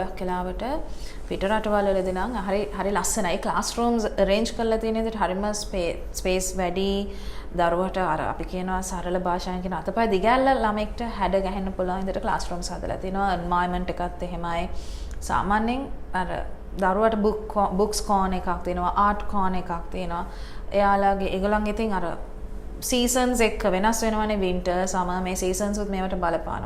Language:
Sinhala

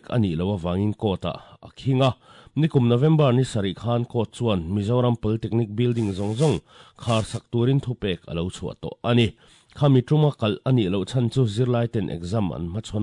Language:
Mizo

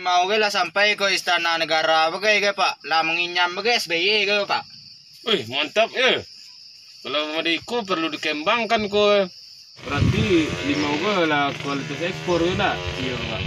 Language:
Minangkabau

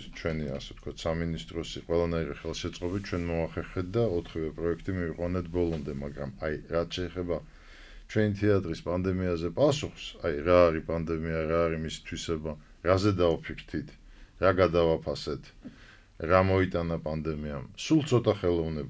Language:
Georgian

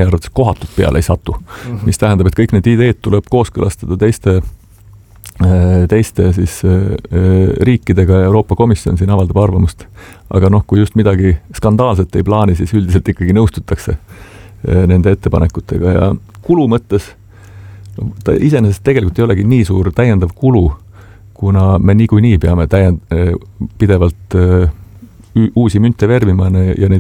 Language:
Estonian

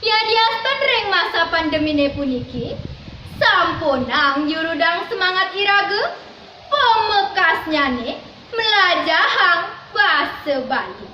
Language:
Balinese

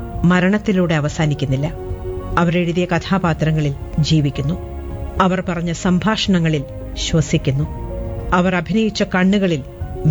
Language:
Malayalam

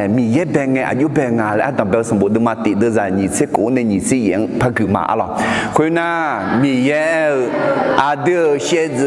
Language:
Akha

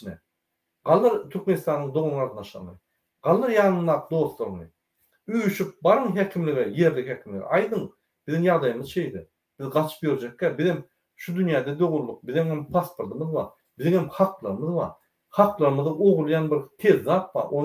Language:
Turkmen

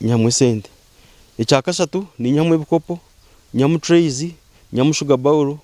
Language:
Nyankole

